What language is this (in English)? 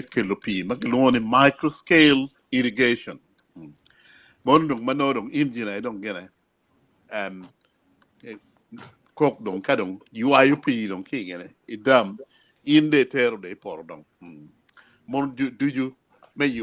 Acoli